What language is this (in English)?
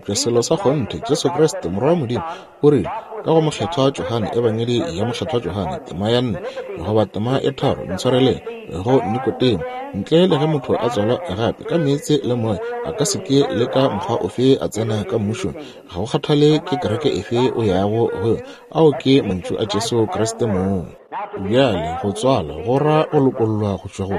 Northern Sotho